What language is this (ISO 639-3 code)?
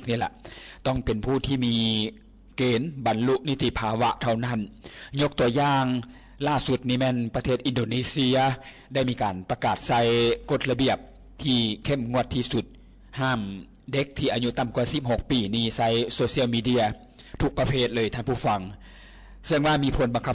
lao